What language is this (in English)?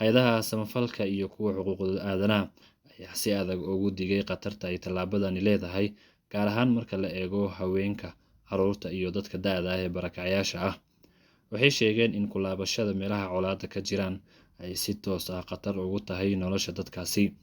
Somali